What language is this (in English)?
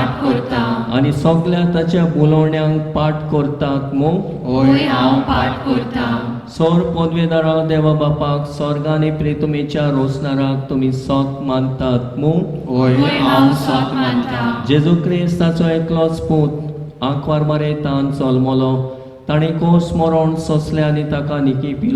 Konkani